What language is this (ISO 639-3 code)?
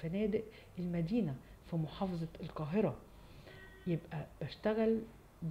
arz